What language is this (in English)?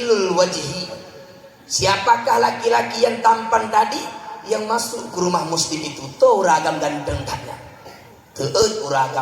Achinese